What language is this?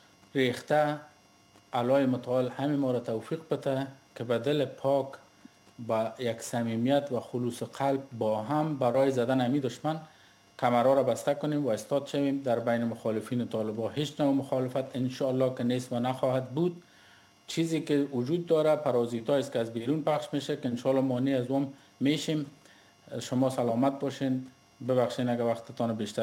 Persian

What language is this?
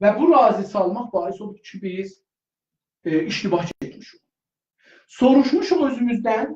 South Azerbaijani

